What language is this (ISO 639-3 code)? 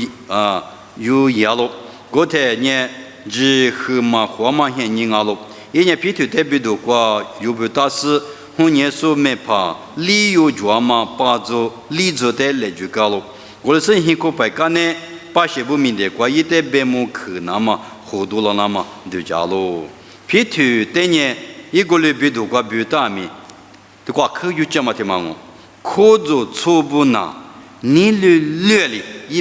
lis